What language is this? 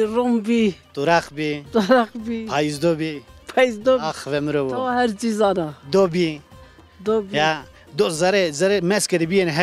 Zaza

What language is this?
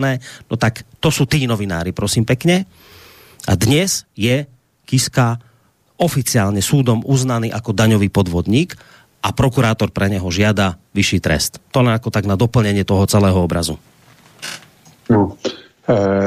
Slovak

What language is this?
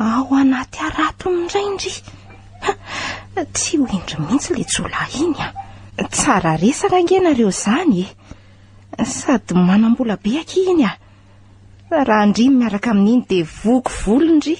Malagasy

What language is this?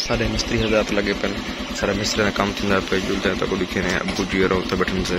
Saraiki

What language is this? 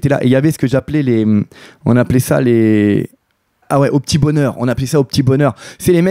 French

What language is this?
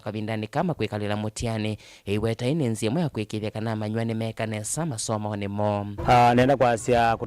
Kamba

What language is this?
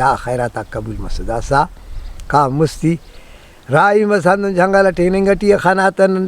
Brahui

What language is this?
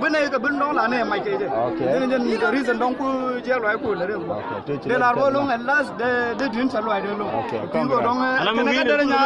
Nuer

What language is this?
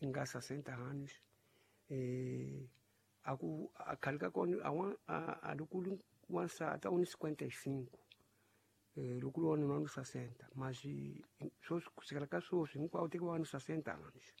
Tsonga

